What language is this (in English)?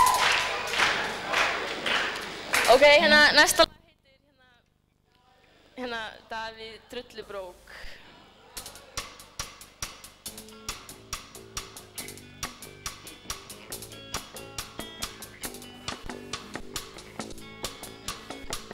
Icelandic